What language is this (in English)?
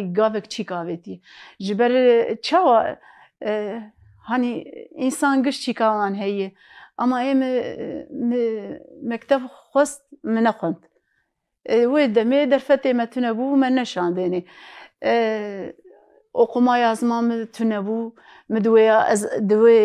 Kurdish